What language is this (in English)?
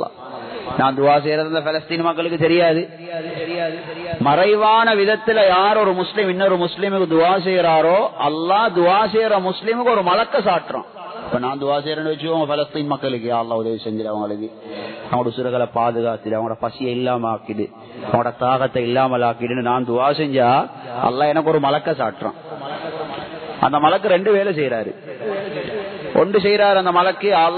Tamil